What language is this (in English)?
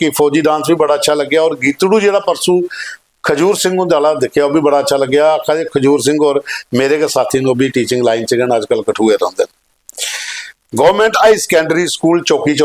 Dogri